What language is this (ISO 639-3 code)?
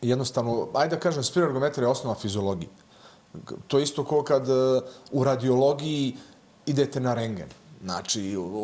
bos